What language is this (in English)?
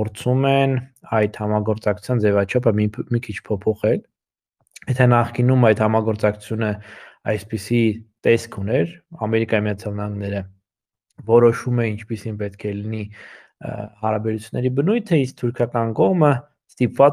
Armenian